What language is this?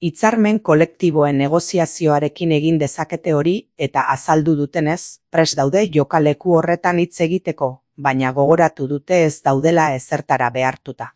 Basque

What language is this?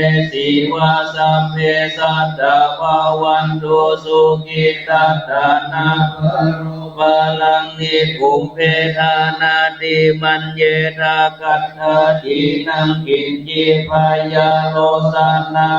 Pali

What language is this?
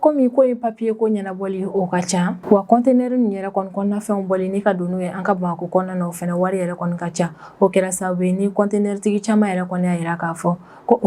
Bambara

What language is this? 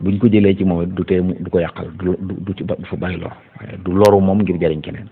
Wolof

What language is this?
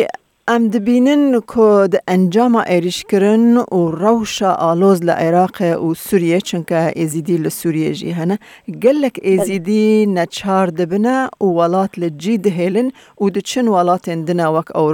Kurdish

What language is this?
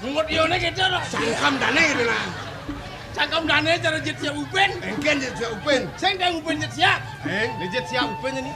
Balinese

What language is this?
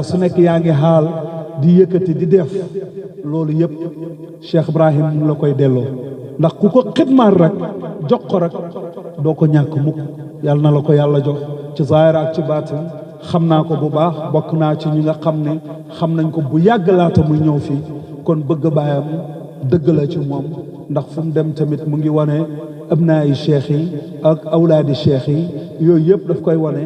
Wolof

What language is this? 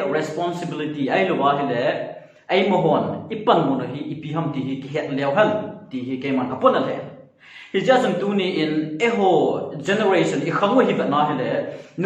Thado Chin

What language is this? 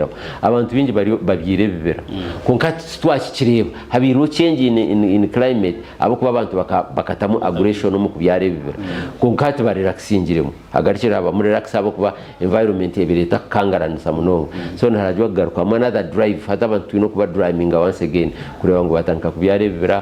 Nyankole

